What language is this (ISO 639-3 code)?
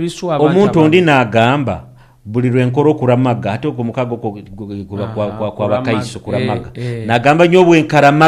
nyo